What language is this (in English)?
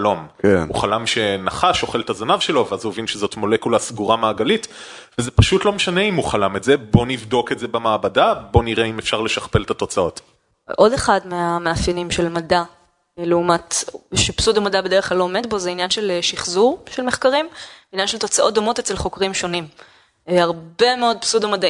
Hebrew